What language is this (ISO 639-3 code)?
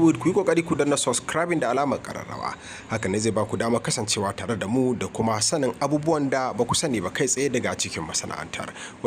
hau